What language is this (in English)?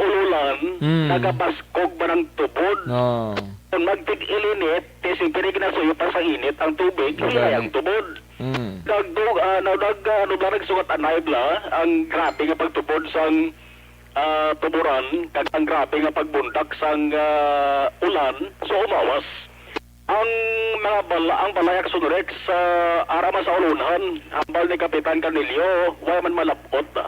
Hiligaynon